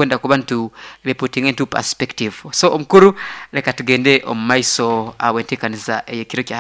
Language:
Nyankole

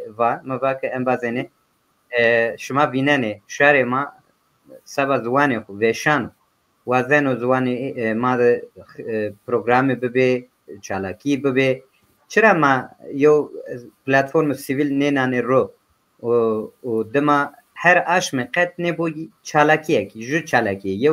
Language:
Zaza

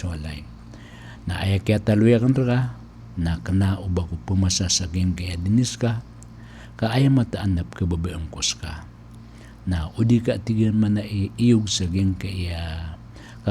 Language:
Maranao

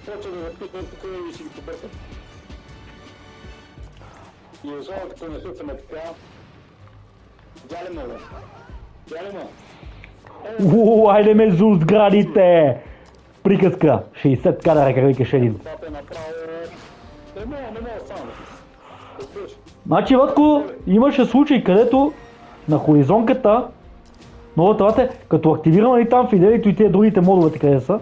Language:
Bulgarian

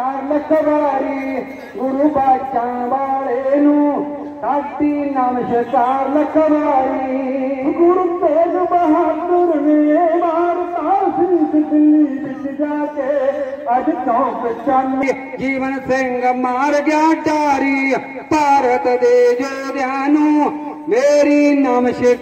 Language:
Punjabi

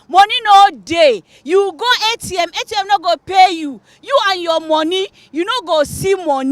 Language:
Nigerian Pidgin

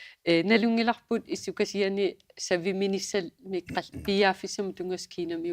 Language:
Kalaallisut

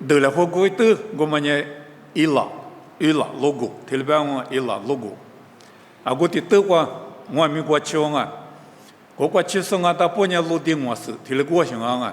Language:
Lisu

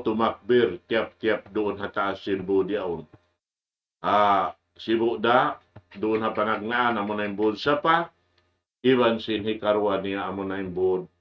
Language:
Tausug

